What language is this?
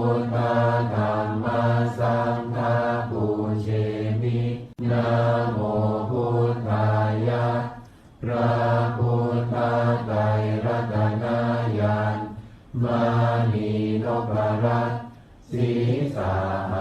Pali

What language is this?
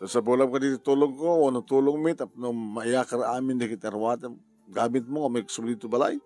Iloko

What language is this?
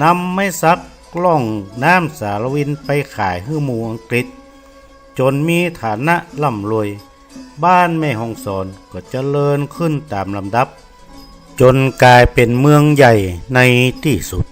Northern Thai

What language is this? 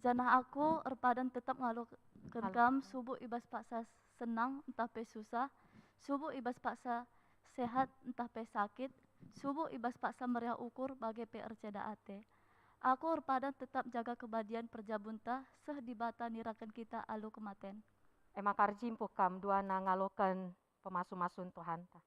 Batak Karo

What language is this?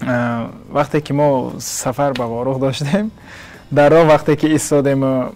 Tajik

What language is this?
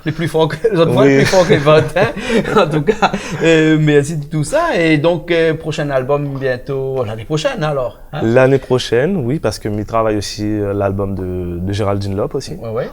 Réunion Creole French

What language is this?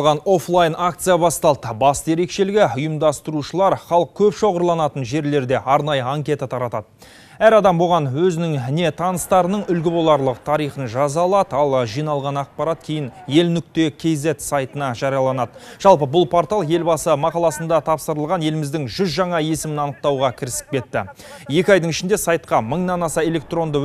Kazakh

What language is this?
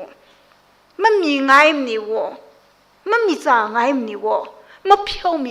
Tangkhul Naga (India)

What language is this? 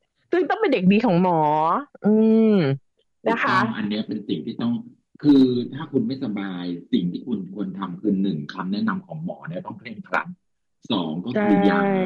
Thai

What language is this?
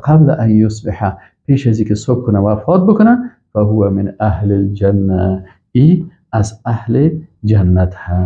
Persian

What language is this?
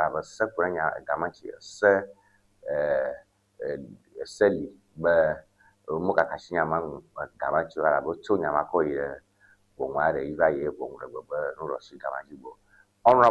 Ewe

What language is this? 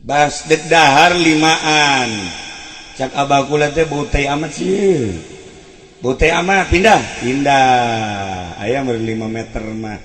Sundanese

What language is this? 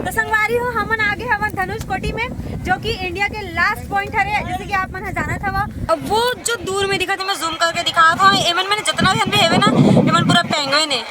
Chhattisgarhi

